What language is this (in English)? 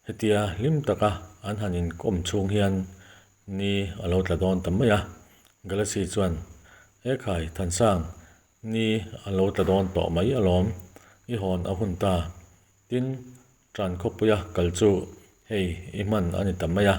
Mizo